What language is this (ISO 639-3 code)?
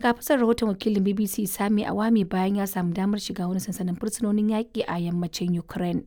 hau